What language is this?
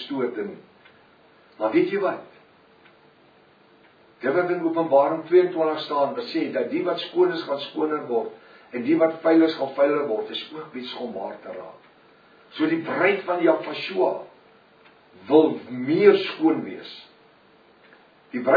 Afrikaans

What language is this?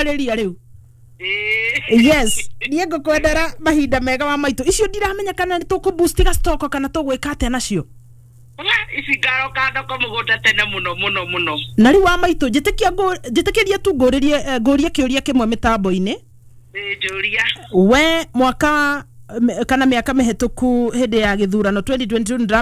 Kikuyu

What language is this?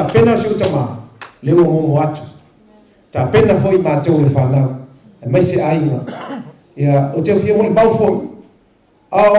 Samoan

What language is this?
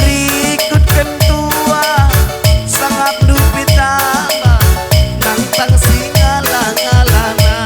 Batak Karo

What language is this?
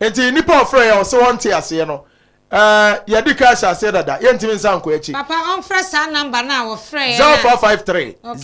Akan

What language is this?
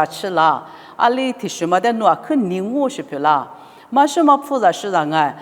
Lisu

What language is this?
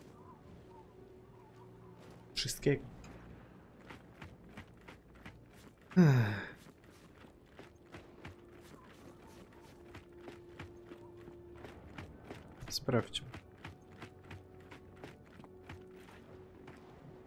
Polish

